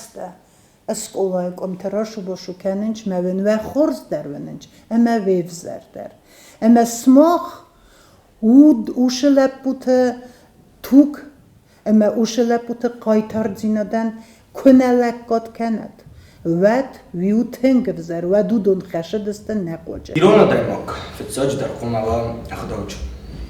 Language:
Ossetic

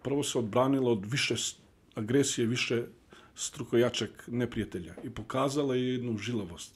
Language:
Bosnian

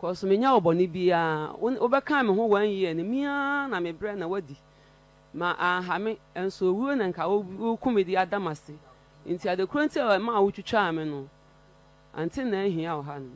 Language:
Akan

